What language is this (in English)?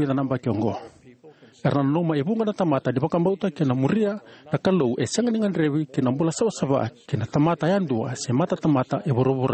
Fijian